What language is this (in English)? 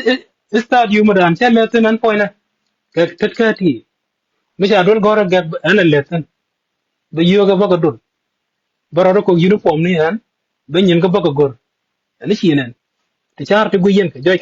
Nuer